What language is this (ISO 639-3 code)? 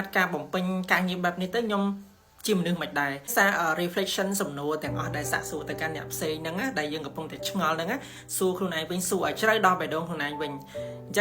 khm